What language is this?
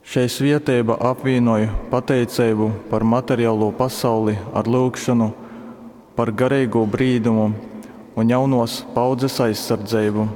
Latgalian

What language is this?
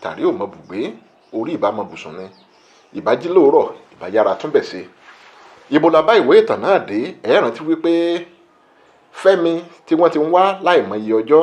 Yoruba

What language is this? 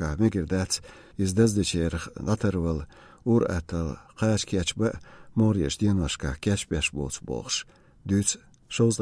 Chechen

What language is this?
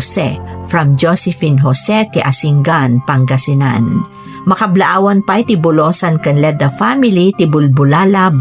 Iloko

